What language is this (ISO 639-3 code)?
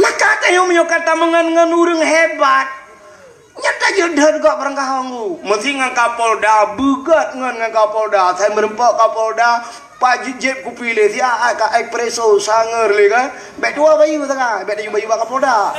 ace